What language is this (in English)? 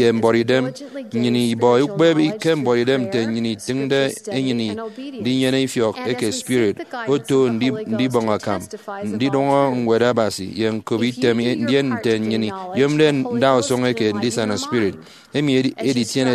Efik